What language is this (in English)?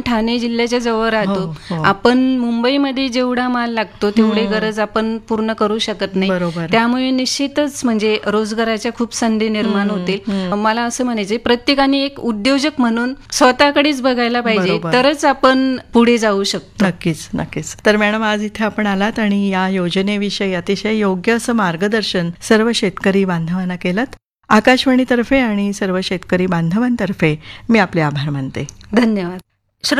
Marathi